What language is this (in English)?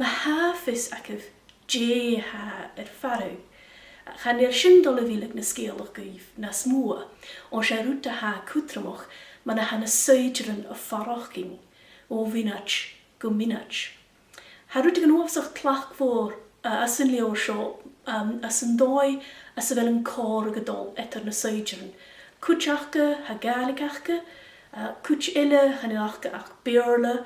Scottish Gaelic